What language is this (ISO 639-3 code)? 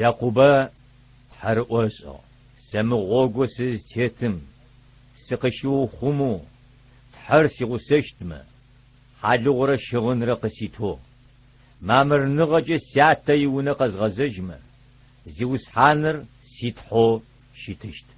ady